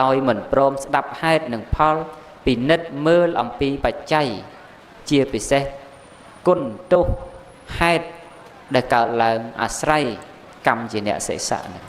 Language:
Khmer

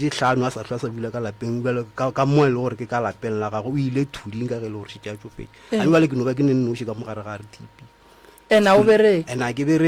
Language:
Northern Sotho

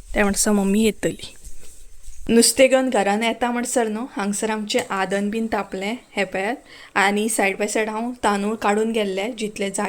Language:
Konkani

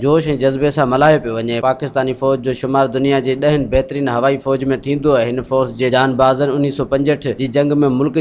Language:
Sindhi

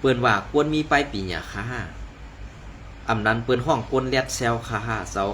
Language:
Shan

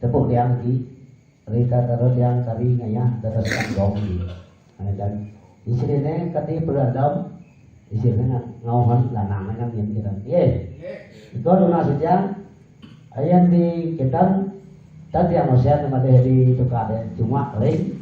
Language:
Balinese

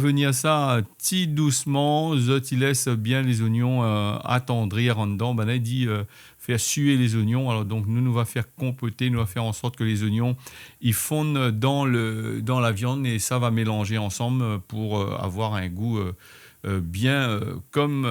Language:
Réunion Creole French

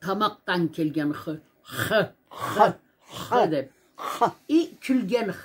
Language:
Karachay-Balkar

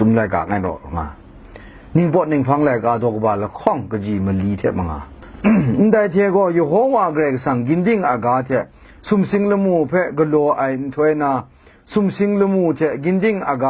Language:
Kachin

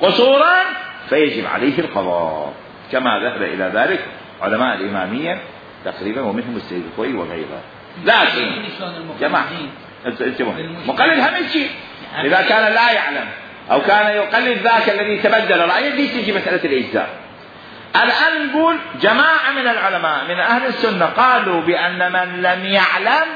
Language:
Mesopotamian Arabic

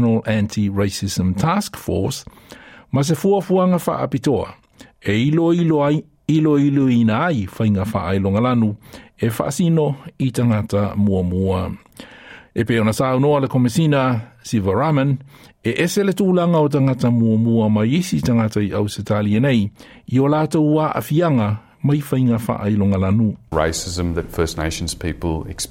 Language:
Samoan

